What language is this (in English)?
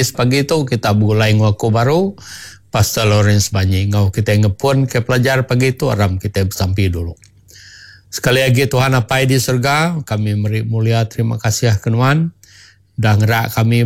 Iban